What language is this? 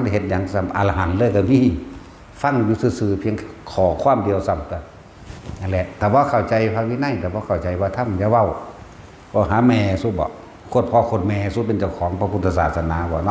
Northeastern Thai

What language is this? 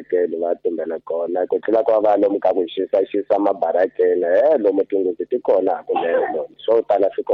Tsonga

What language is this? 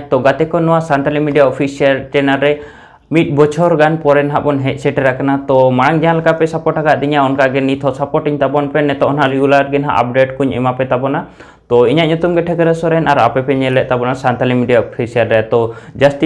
Santali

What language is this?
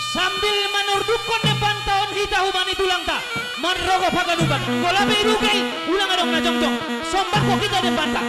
Batak Simalungun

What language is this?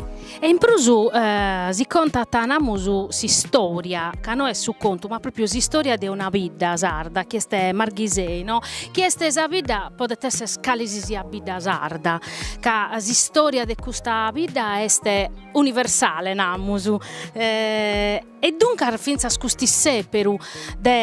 Sardinian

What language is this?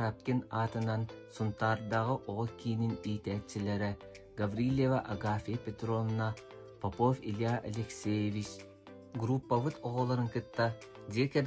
Yakut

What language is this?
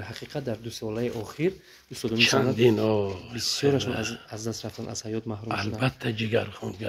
Tajik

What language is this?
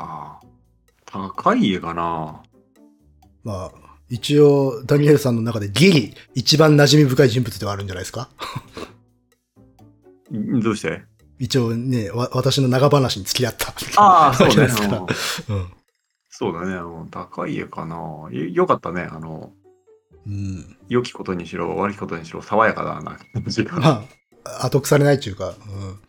Japanese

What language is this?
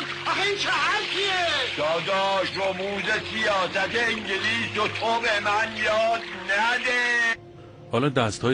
Persian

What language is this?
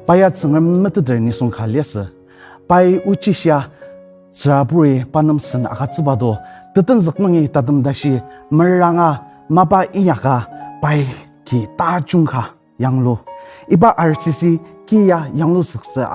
Ao Naga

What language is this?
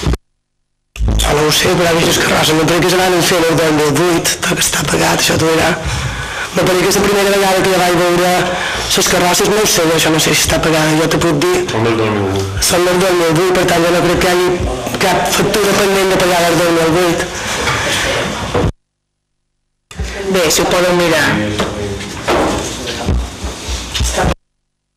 Catalan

